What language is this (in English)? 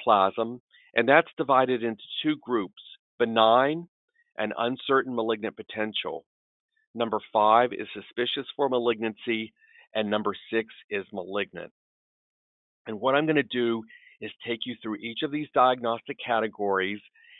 English